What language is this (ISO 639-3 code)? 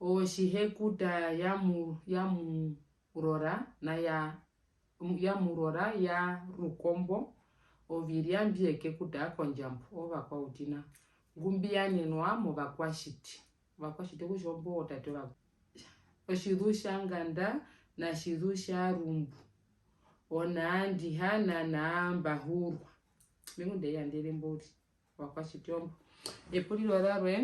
her